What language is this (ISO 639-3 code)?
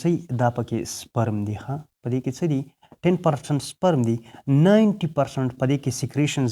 pus